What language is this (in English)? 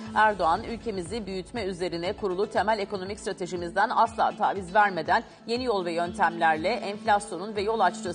Turkish